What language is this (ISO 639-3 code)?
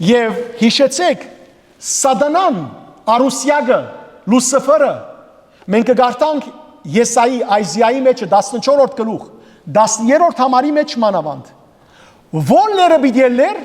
hyw